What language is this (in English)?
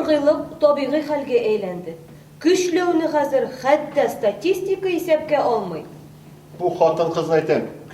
Tatar